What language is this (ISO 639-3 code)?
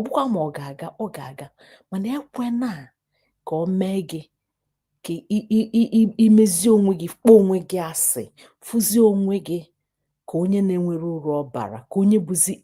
ibo